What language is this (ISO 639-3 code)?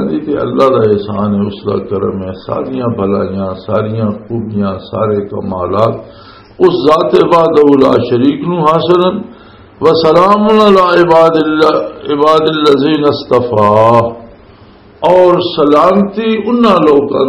lah